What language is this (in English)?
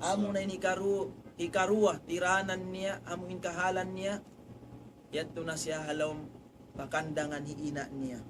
Tausug